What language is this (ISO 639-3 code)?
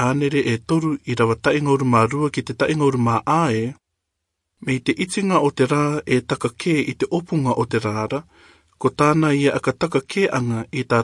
rar